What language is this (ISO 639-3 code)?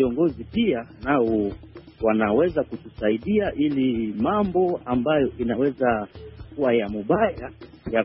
swa